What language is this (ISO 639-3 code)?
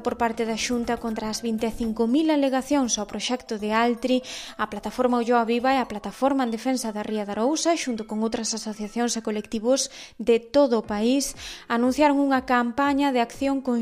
glg